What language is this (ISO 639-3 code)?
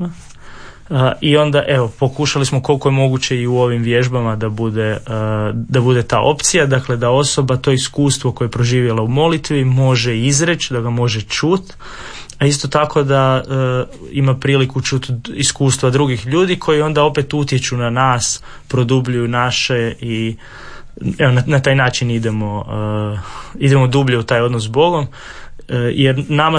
hrv